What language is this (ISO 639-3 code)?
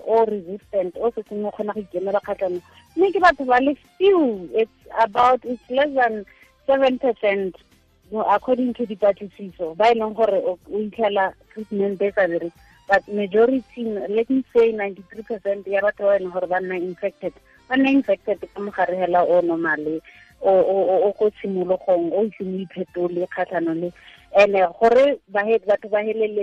tsn